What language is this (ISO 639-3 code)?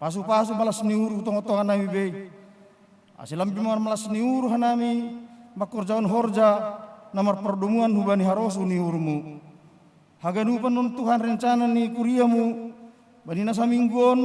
bts